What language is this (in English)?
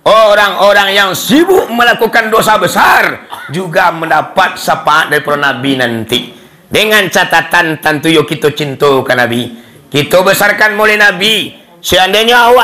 Minangkabau